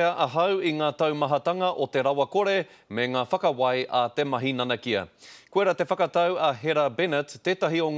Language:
Māori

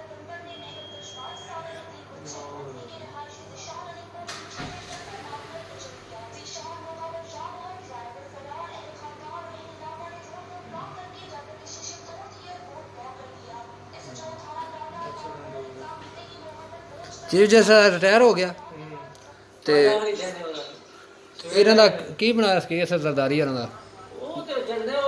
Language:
Punjabi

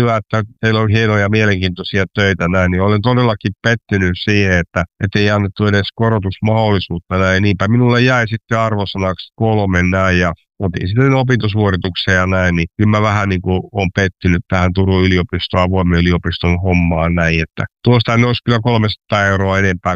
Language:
Finnish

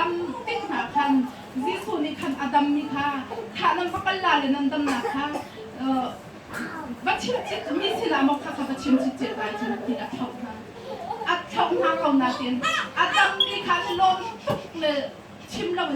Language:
Hakha Chin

